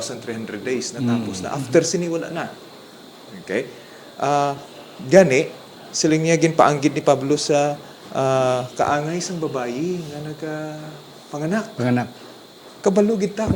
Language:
Hiligaynon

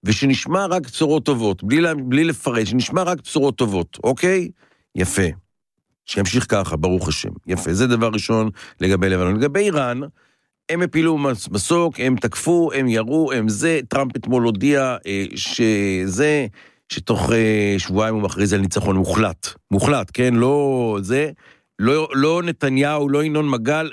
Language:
Hebrew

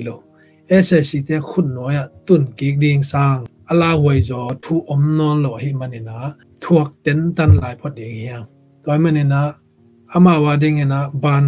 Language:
Tedim Chin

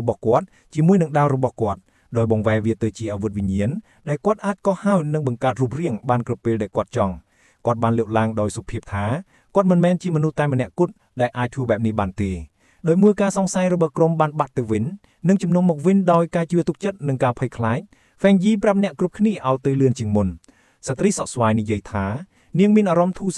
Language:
Khmer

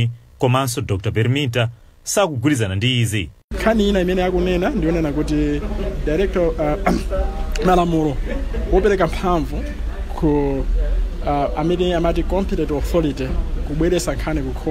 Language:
Nyanja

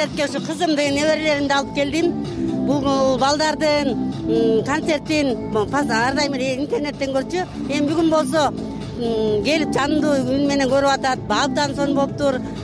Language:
Kyrgyz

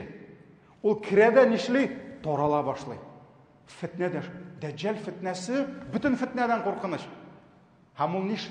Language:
Tatar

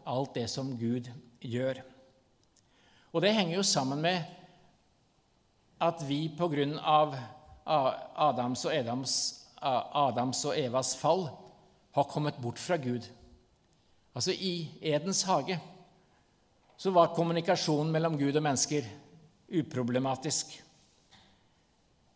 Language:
Norwegian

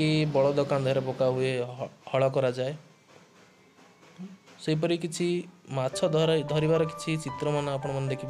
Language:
Odia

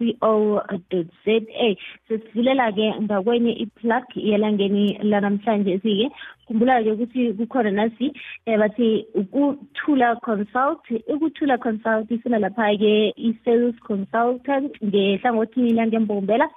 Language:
South Ndebele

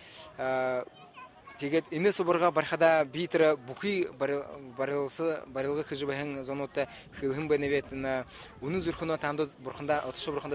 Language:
Buriat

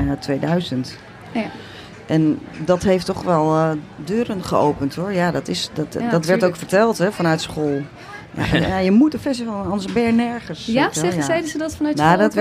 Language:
Dutch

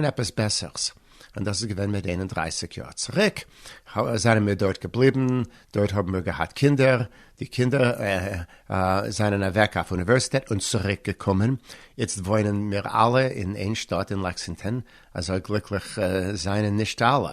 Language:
Yiddish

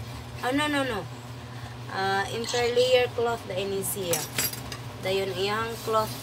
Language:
Cebuano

